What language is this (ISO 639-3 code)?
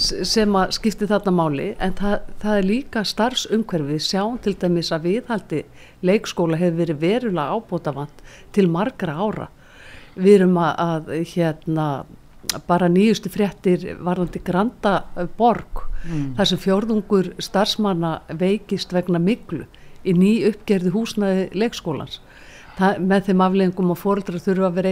isl